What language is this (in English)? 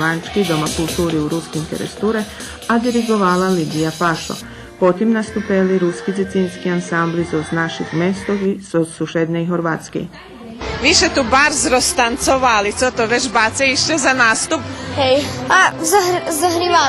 Rusyn